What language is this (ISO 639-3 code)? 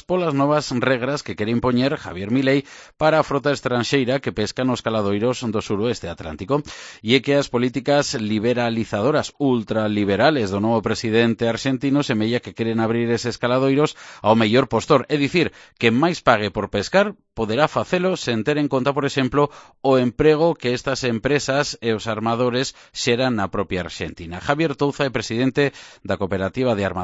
glg